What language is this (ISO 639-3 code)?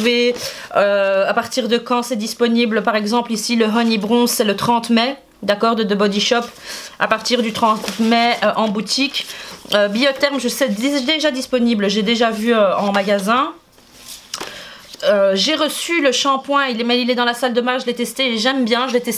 fra